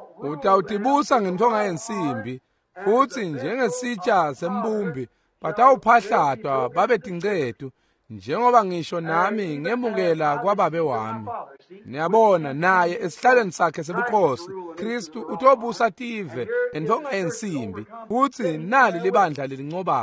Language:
Swati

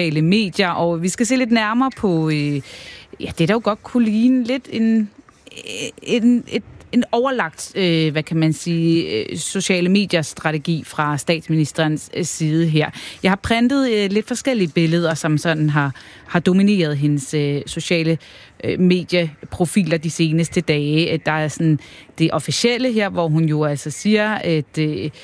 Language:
Danish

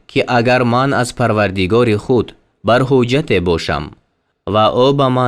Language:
Tajik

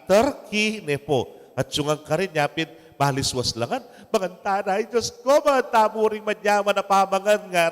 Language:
Pampanga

